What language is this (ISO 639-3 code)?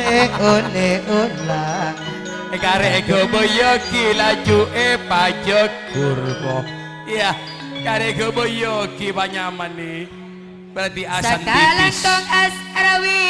mad